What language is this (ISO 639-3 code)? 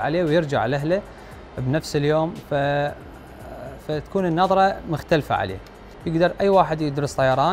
acm